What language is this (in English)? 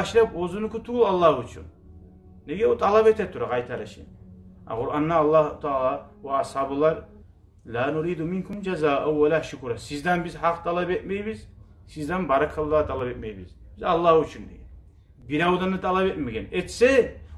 Kumyk